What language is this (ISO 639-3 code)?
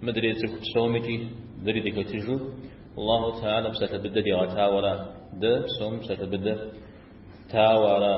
kbd